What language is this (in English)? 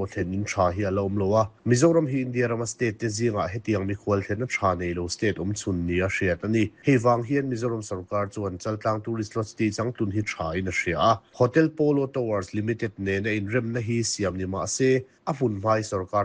Mizo